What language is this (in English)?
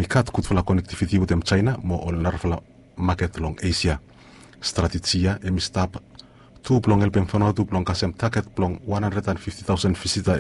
Bislama